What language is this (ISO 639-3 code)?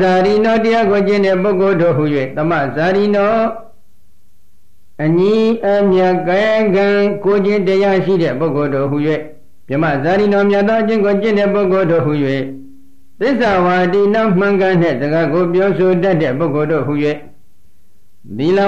mya